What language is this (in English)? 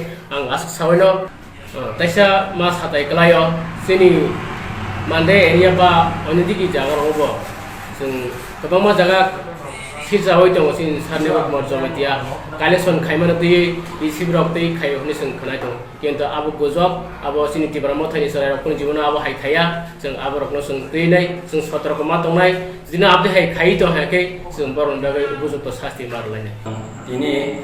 Kok Borok